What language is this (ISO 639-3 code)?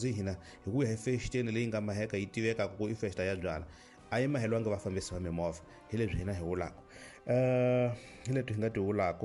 tso